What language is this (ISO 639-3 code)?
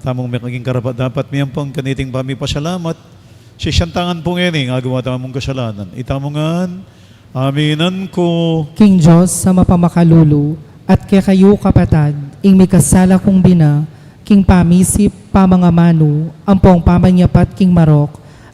pam